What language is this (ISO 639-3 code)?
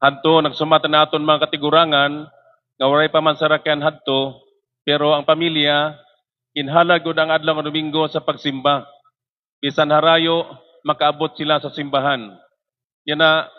war